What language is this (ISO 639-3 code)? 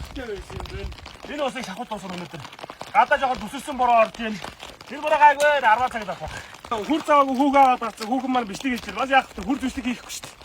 mon